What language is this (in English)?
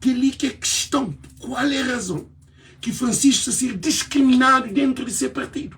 Kabuverdianu